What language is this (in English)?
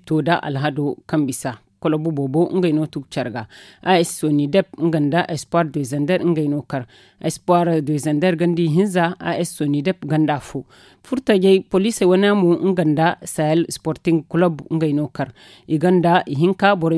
Zarma